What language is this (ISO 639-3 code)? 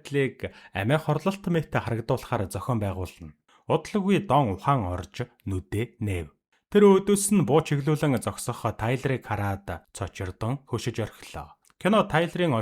mon